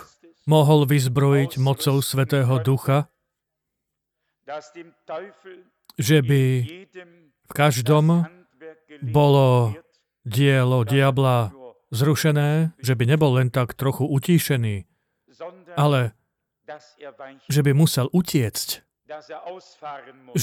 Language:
Slovak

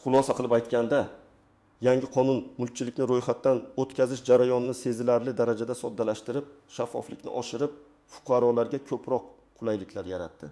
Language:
Uzbek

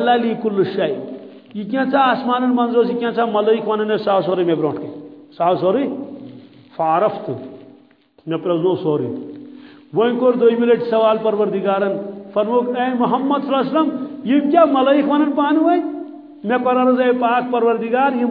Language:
Kashmiri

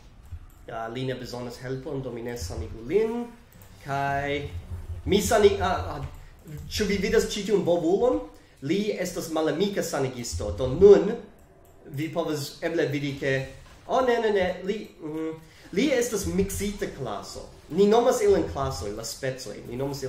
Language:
Esperanto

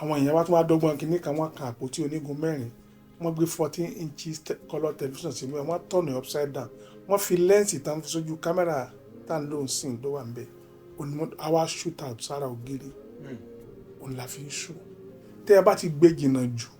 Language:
Yoruba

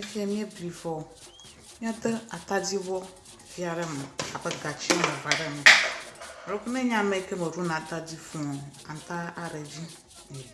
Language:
Ewe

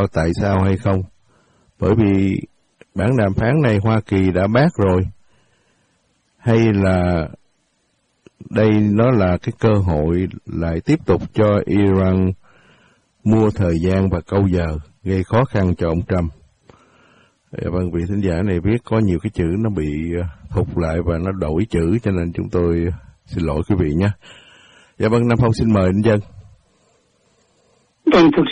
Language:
Vietnamese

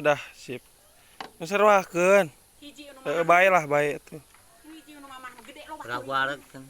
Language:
Sundanese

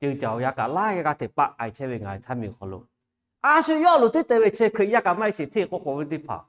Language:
Lahu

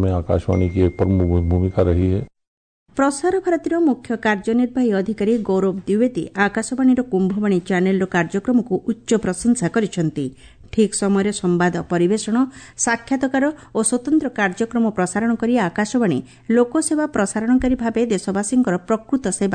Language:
Odia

